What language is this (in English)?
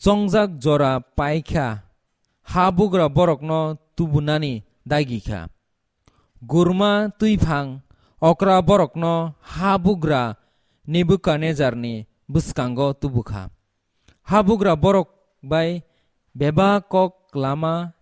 Kok Borok